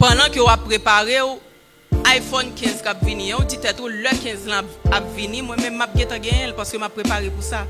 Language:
Haitian Creole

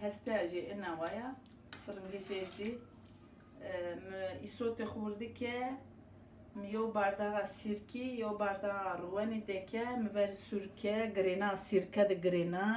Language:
Zaza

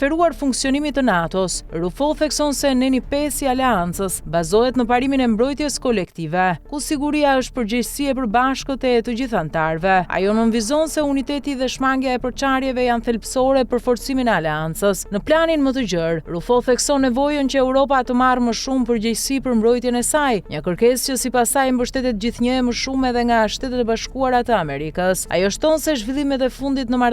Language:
Albanian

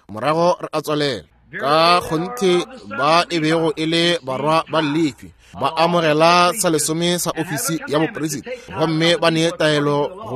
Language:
Northern Sotho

